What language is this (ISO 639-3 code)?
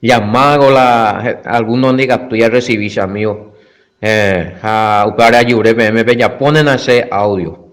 grn